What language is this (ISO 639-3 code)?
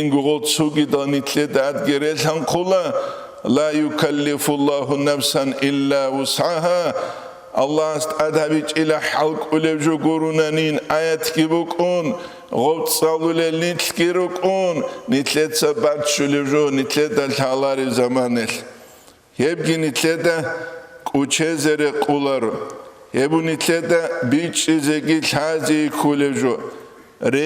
ava